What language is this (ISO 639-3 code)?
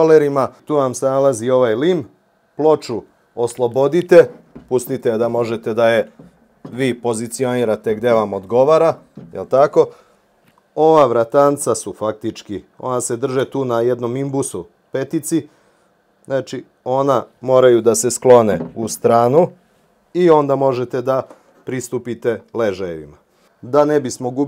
srp